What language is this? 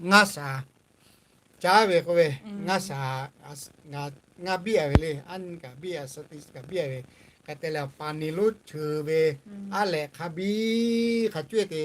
Lahu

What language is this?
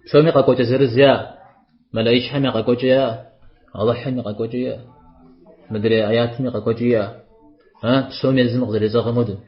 Kabardian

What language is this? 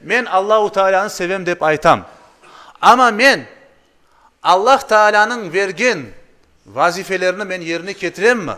Crimean Tatar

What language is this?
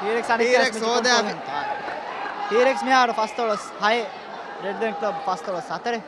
Divehi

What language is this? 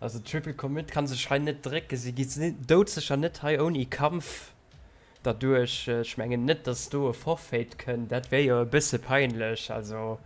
Luxembourgish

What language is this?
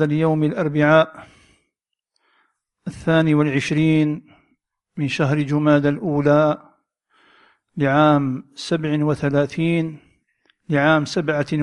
Arabic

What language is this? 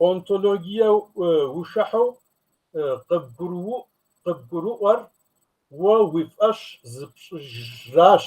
Kabardian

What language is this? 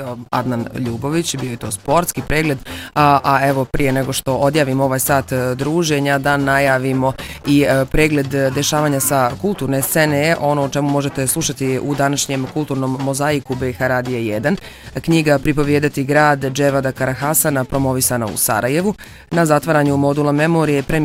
Bosnian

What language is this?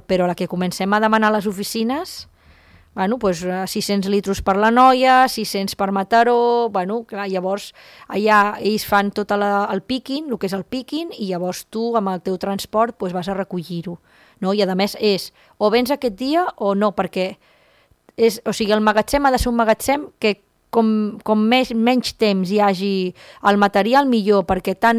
Catalan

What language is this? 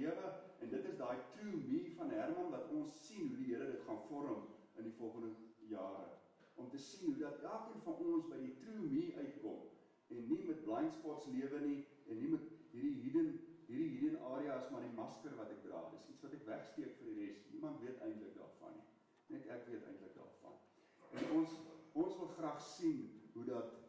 Afrikaans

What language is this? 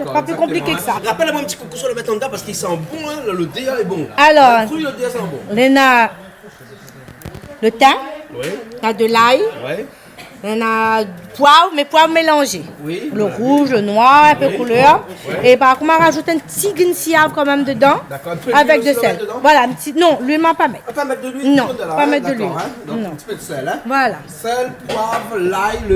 Réunion Creole French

